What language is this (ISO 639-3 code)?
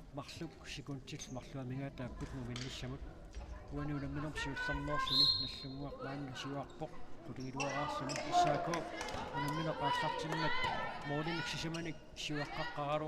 kal